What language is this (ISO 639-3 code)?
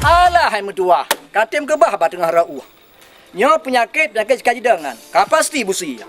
ace